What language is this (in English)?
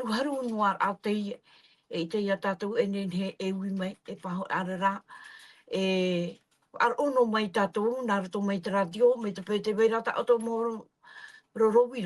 Tahitian